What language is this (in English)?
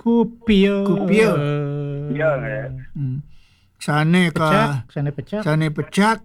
Balinese